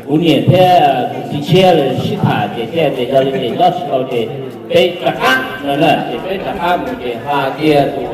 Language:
Hmong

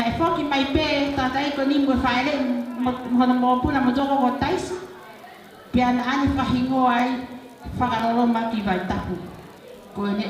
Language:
Tongan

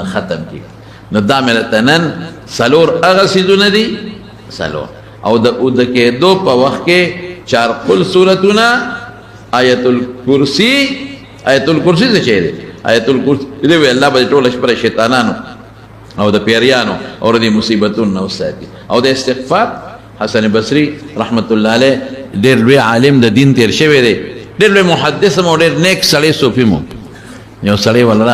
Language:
Pashto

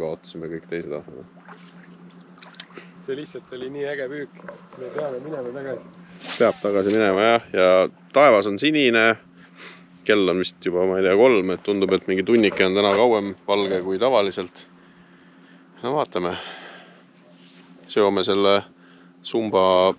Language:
Estonian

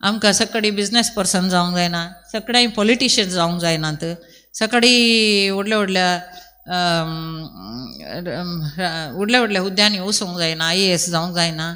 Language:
Konkani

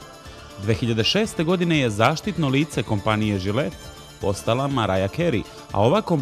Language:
Serbian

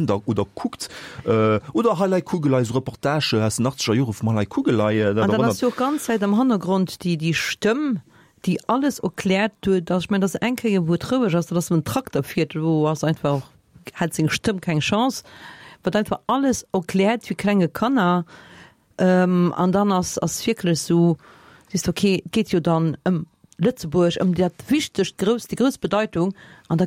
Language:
Luxembourgish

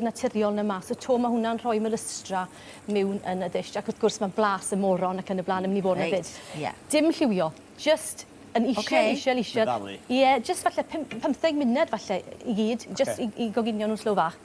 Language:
Welsh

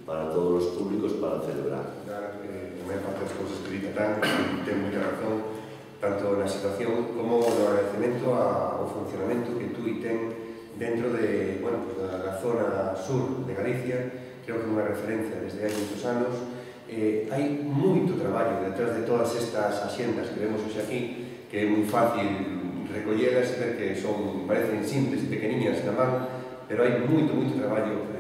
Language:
Galician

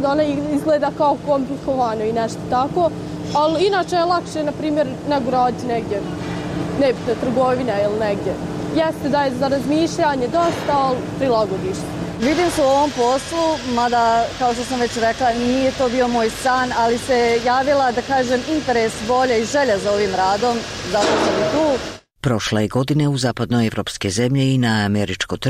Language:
Serbian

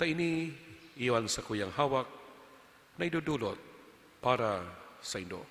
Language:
Bikol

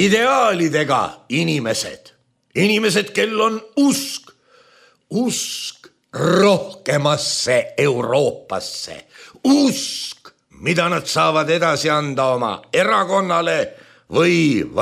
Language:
Estonian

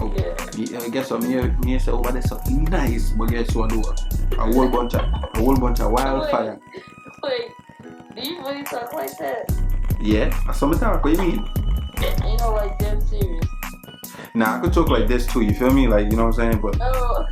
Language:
Jamaican Creole English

